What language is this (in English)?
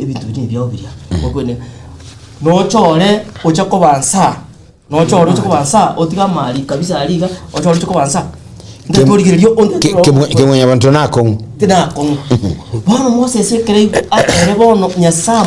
Gusii